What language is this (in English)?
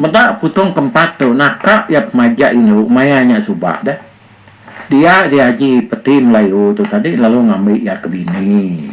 Iban